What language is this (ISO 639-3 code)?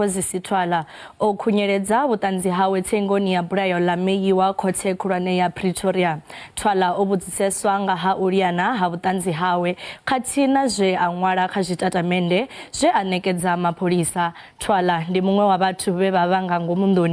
ven